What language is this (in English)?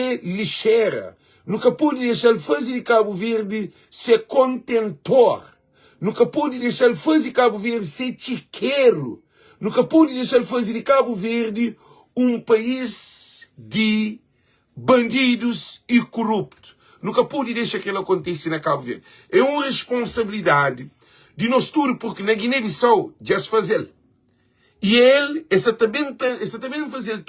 Kabuverdianu